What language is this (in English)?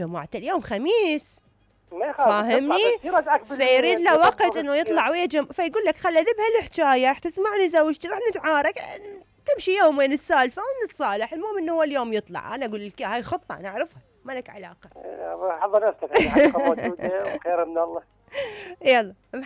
Mesopotamian Arabic